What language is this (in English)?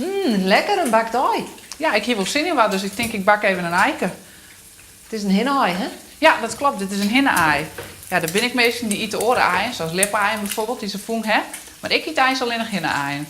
Western Frisian